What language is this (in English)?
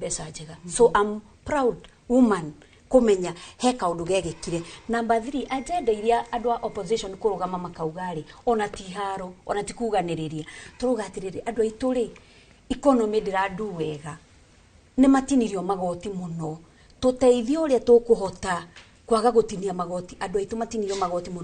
Kikuyu